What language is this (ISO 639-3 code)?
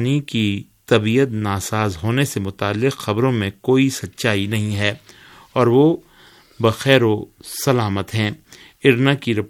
urd